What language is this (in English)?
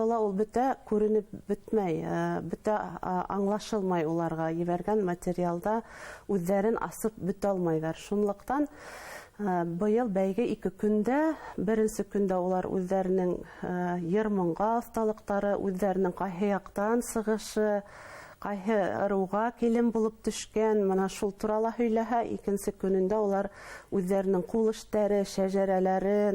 Bashkir